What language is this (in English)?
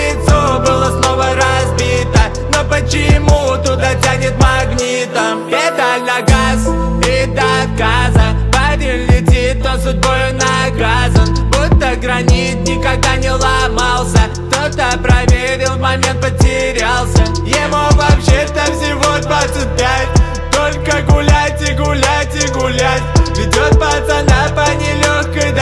Russian